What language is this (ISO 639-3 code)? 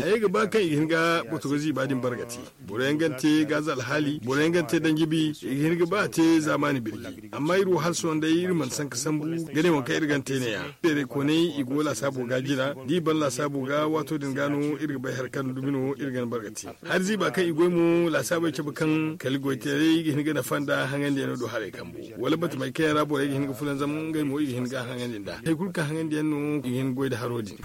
dje